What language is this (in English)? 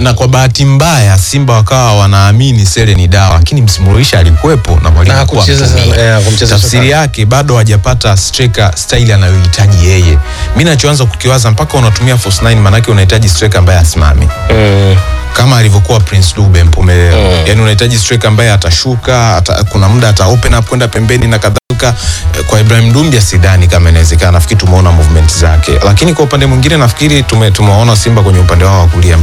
Swahili